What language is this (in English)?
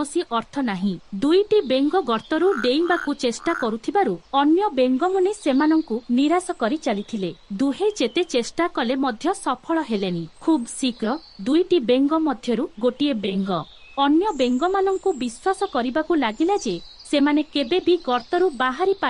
Odia